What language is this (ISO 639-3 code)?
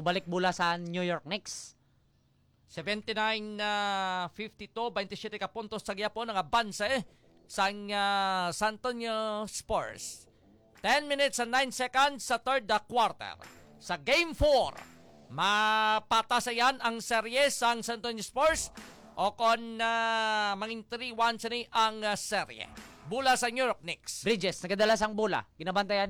hil